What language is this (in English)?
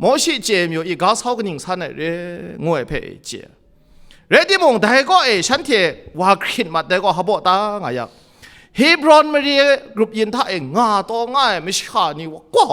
Kachin